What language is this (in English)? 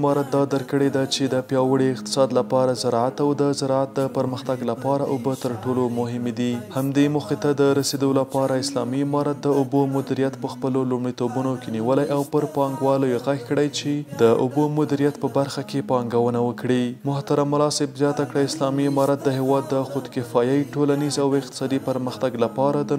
Pashto